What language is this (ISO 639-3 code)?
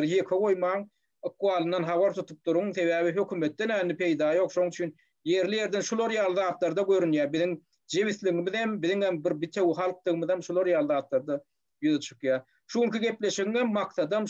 tuk